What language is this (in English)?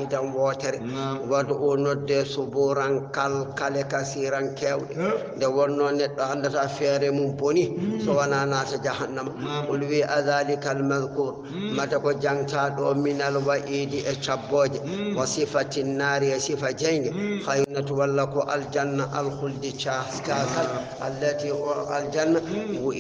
Fula